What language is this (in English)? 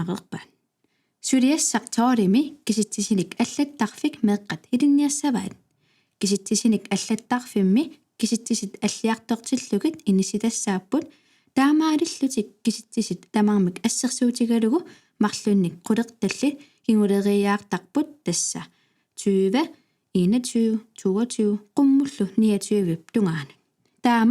Kalaallisut